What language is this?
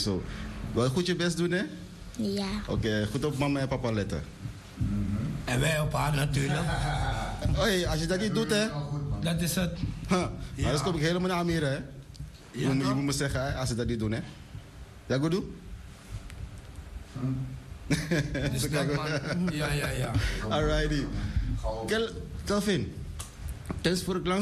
Dutch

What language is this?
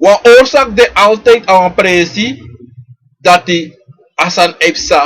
Sranan Tongo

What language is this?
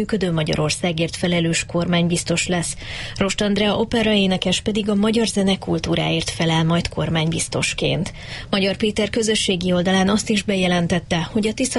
Hungarian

